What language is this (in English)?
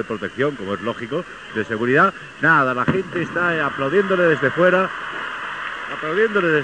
Spanish